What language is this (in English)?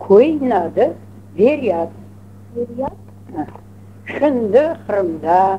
Crimean Tatar